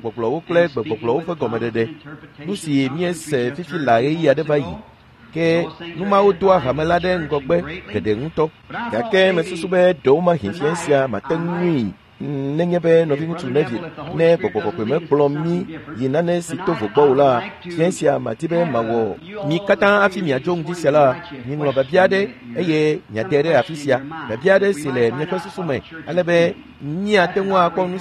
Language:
Ewe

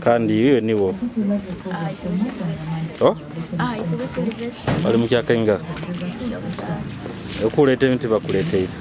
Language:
Nyoro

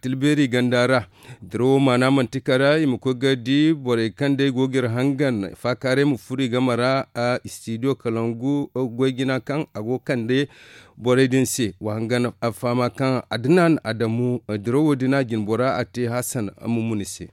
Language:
Zarma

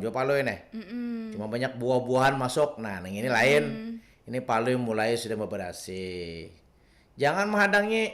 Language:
Banjar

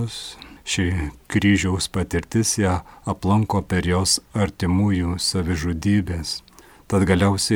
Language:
Lithuanian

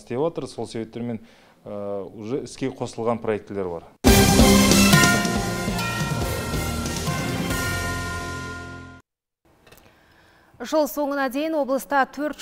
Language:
Kazakh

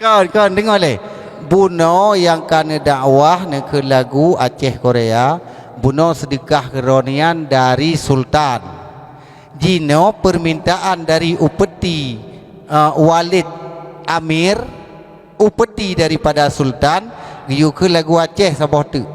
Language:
Achinese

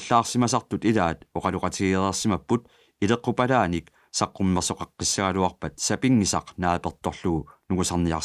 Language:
Kalaallisut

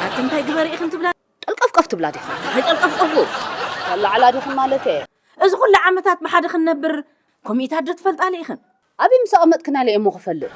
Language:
Tigrinya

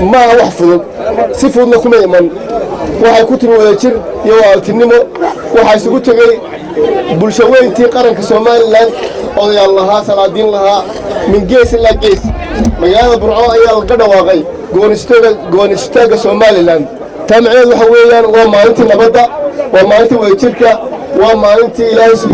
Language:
Somali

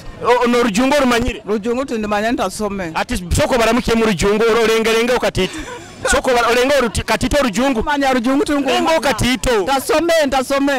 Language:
Nyoro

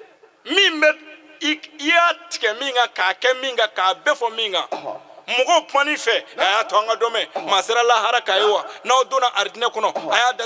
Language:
Bambara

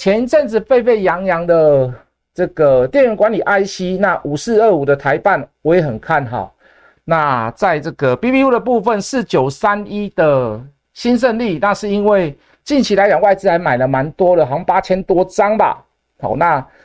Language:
Chinese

